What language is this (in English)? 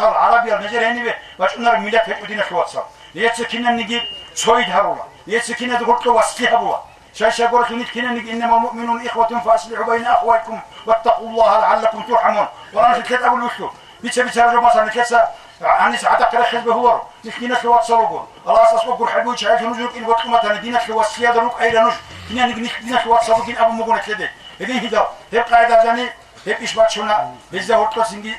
Avaric